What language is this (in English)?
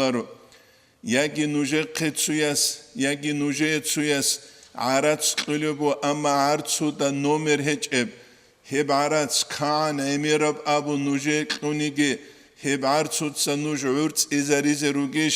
Avaric